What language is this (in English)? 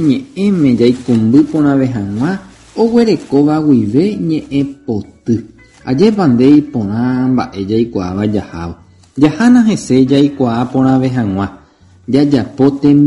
Guarani